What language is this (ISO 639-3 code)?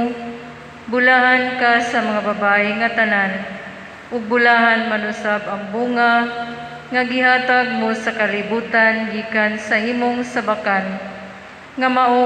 ceb